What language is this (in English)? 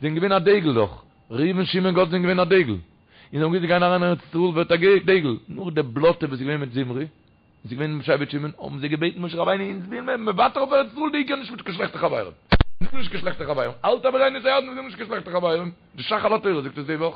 Yiddish